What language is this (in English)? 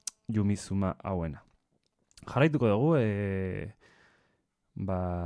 Basque